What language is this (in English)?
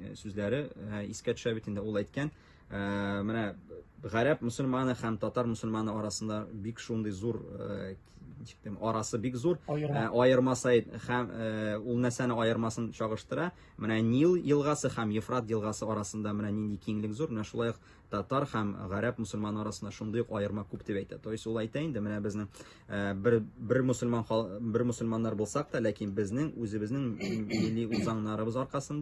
Tatar